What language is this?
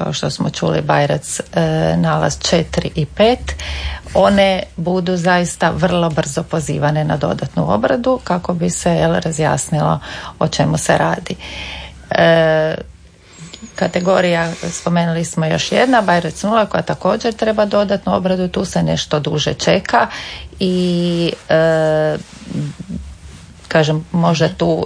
Croatian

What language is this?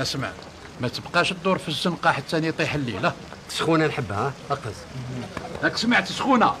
Algerian Arabic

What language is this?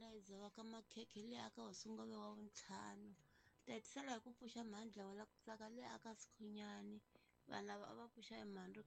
Tsonga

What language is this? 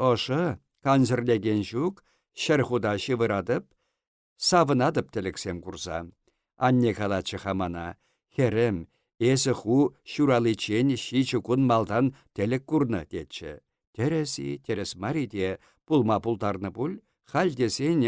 Chuvash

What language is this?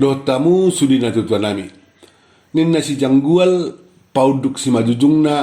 Batak Toba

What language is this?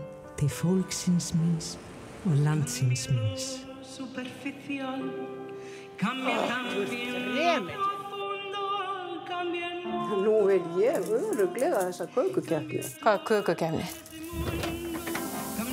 Icelandic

